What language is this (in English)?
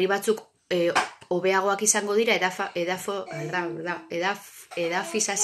Basque